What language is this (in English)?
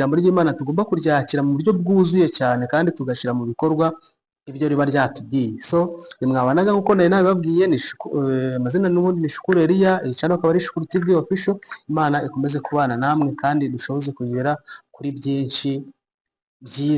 Kinyarwanda